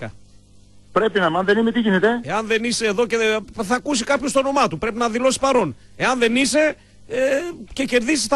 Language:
Greek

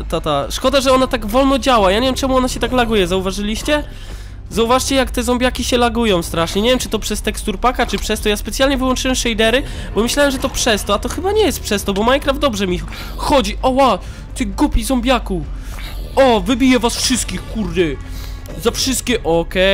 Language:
Polish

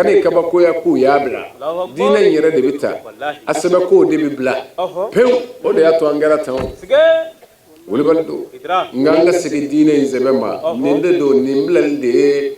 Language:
Bambara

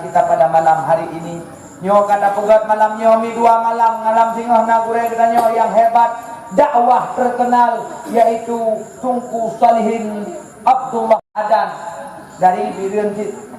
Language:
Achinese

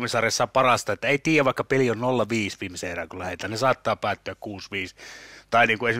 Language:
Finnish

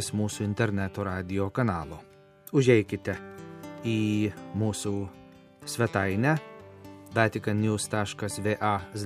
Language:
Lithuanian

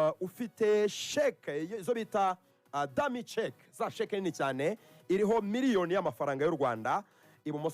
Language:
Kinyarwanda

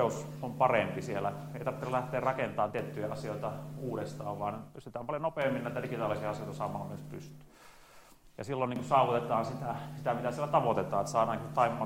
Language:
Finnish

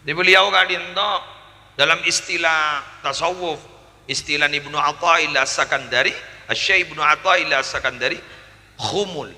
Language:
Madurese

